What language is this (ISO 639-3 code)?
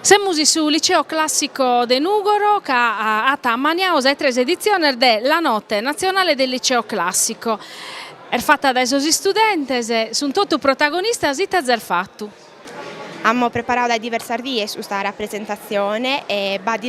srd